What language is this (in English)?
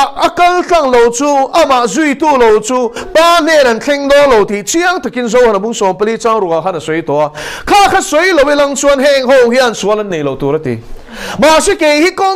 Mizo